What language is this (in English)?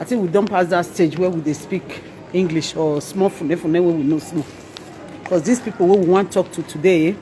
Nigerian Pidgin